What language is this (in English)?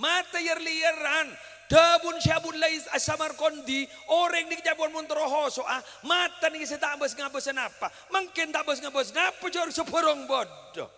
Madurese